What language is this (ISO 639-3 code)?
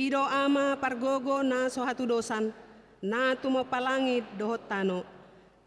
bbc